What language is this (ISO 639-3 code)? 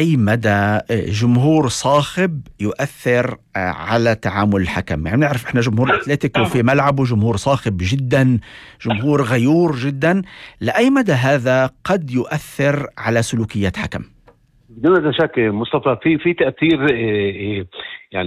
apc